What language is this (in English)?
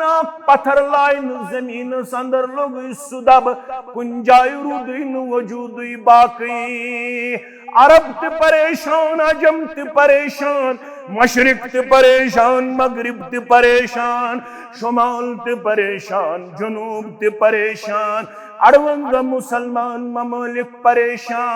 Kashmiri